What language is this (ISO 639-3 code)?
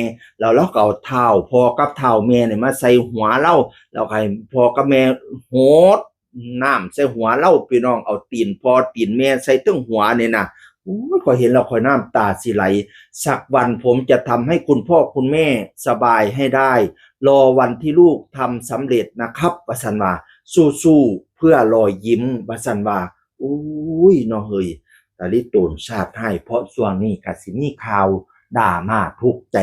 tts